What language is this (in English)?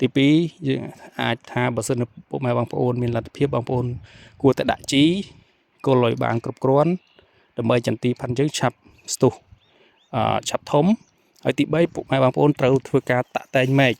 Khmer